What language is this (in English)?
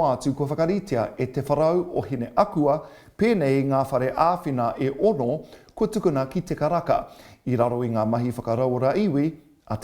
Māori